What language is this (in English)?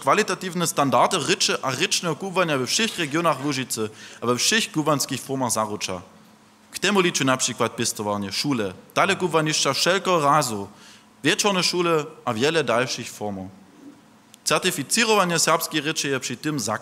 Upper Sorbian